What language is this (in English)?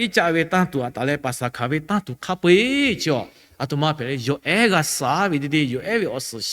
Lahu